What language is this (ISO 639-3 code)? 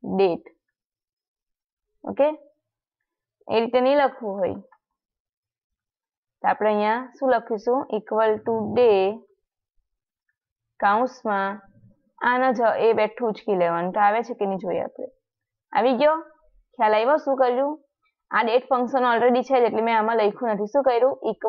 guj